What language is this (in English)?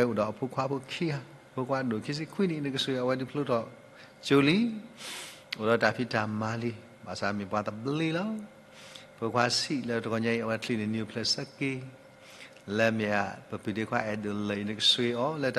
S'gaw Karen